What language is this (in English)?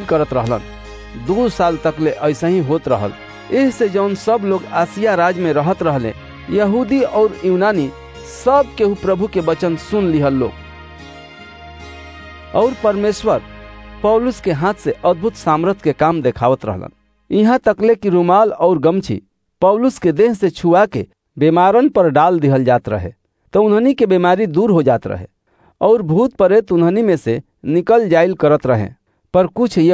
Bhojpuri